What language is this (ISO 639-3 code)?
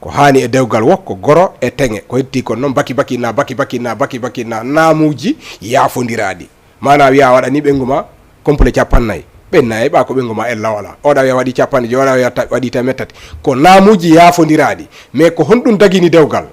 ful